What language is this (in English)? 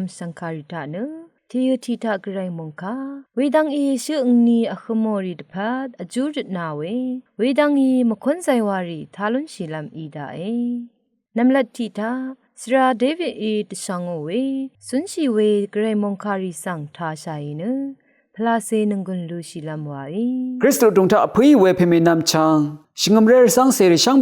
Rawang